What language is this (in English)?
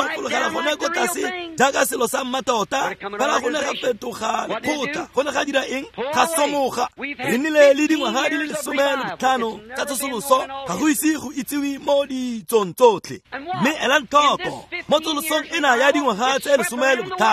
Tswana